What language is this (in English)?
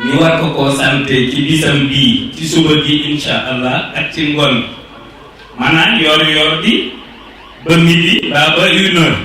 Wolof